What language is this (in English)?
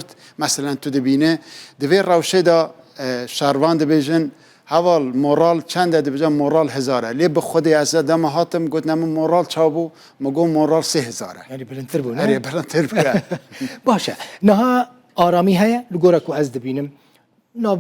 Kurdish